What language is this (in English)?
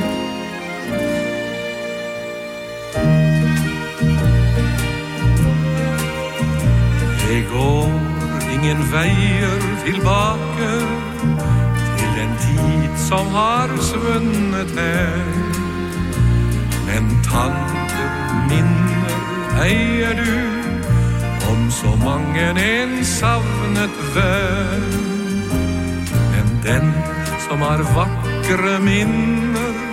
Norwegian